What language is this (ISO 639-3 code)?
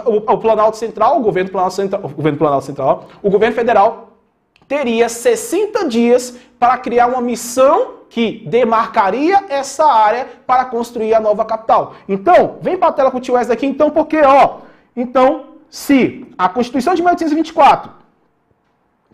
por